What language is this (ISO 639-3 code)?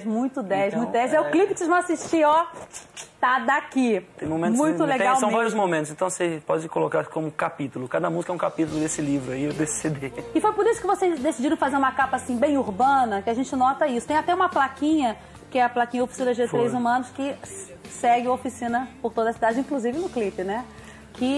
por